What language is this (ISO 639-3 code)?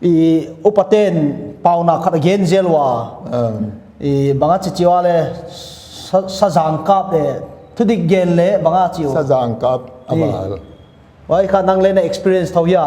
pck